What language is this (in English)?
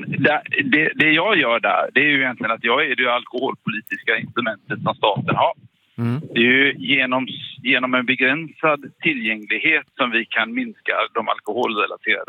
Swedish